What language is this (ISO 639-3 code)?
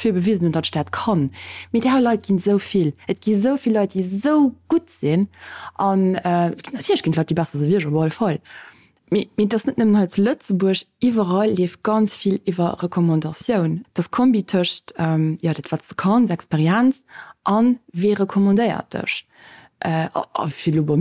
ltz